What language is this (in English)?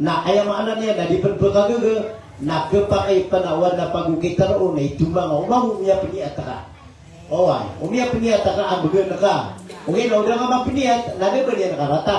Maranao